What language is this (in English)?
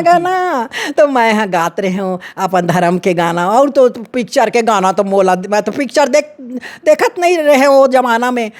Chhattisgarhi